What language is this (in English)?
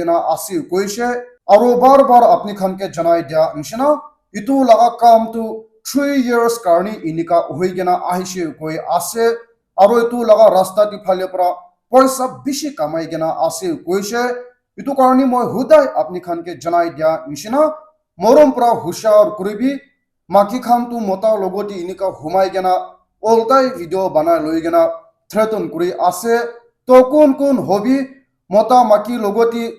Naga Pidgin